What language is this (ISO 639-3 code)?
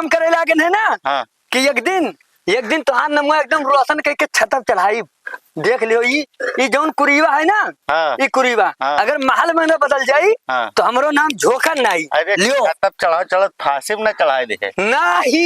awa